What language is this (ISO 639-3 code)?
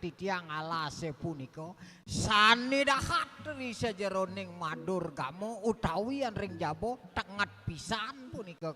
ban